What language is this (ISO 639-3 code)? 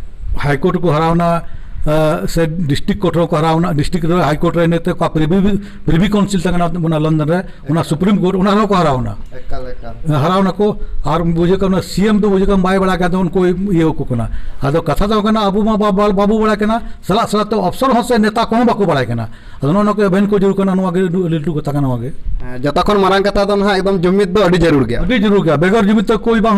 sat